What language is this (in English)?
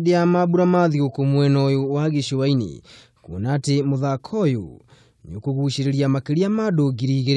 Kikuyu